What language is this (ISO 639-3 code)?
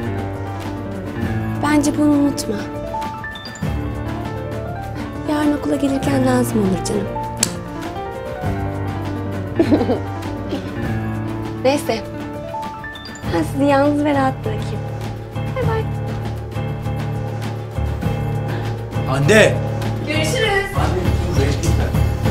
tur